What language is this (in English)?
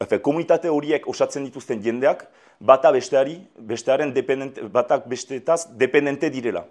Basque